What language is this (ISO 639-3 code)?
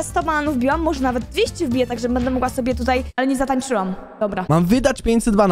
pol